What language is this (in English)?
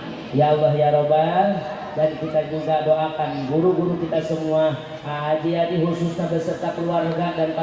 Sundanese